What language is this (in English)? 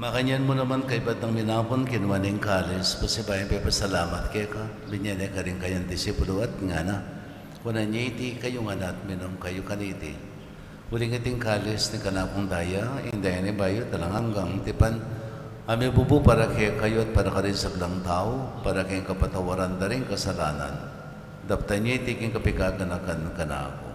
Pampanga